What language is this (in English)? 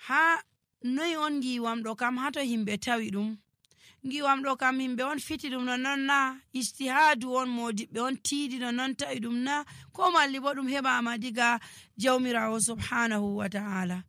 Nigerian Fulfulde